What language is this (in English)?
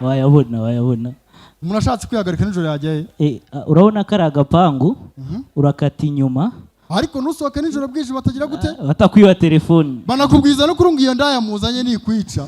Kinyarwanda